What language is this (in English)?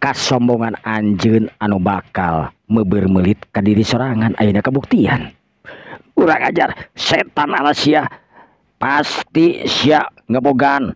Sundanese